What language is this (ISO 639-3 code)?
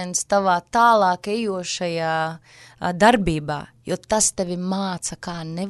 lav